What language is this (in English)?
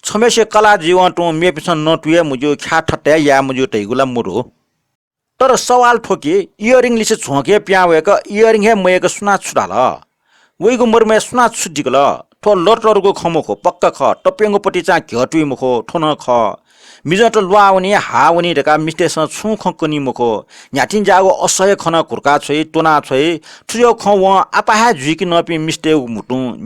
Newari